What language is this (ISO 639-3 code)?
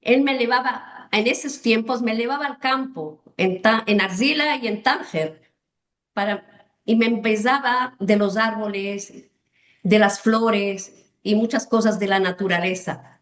lad